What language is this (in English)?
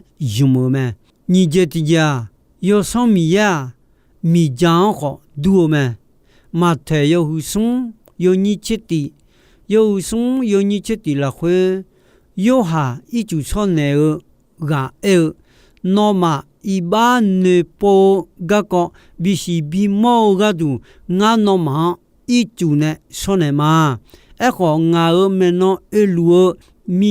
Akha